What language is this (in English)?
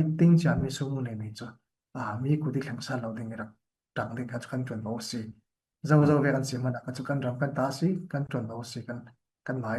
Falam Chin